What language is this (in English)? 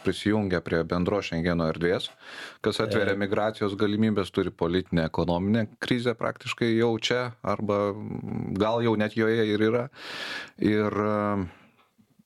Lithuanian